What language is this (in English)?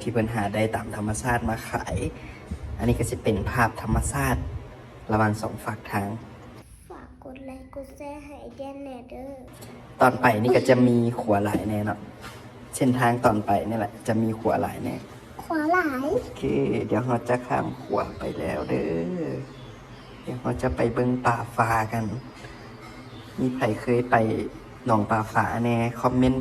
Lao